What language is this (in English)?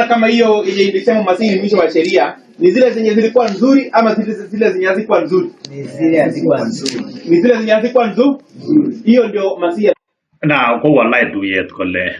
Kalenjin